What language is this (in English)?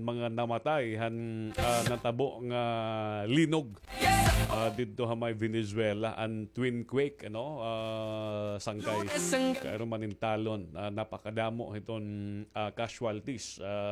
Waray